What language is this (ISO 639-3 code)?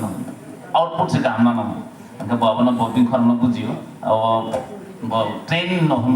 trp